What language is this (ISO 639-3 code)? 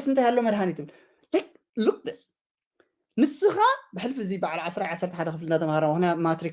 tir